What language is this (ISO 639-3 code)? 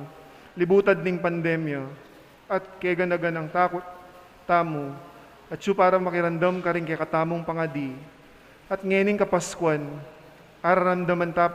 pam